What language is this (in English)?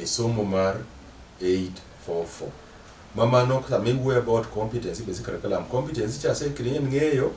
Luo (Kenya and Tanzania)